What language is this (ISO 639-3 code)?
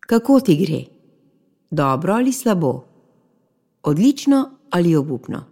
slv